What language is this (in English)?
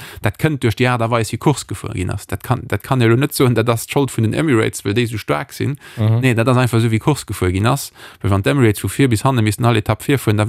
Luxembourgish